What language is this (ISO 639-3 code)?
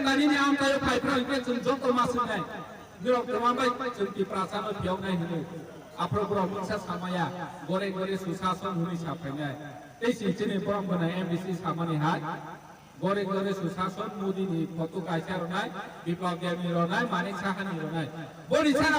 trp